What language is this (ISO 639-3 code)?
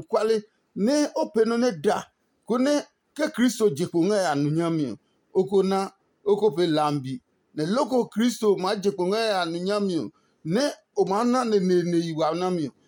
ada